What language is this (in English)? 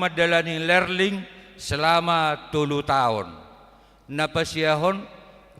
Batak Toba